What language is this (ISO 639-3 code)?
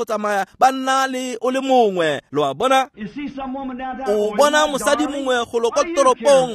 tsn